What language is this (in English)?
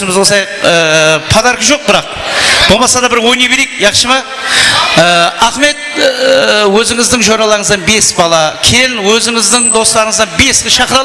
Kara-Kalpak